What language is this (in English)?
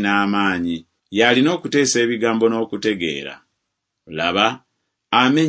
Ganda